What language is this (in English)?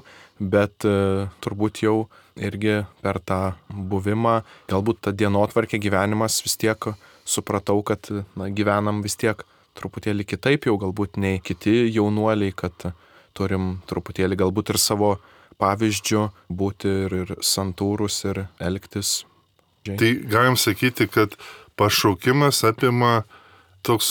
Lithuanian